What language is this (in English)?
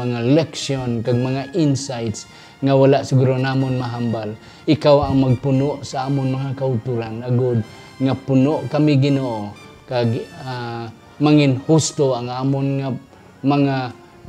Hiligaynon